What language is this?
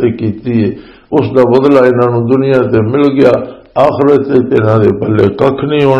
Western Panjabi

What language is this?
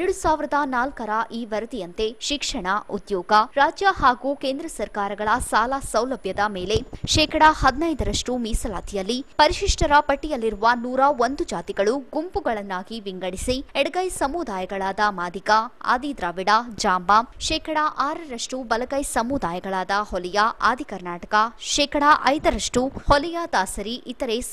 Kannada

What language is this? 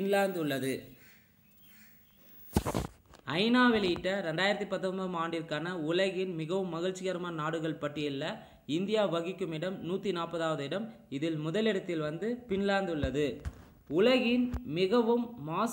Tamil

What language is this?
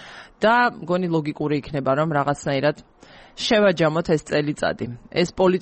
Georgian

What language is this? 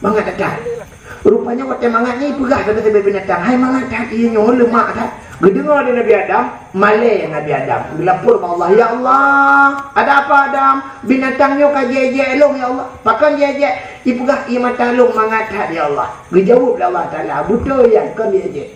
Achinese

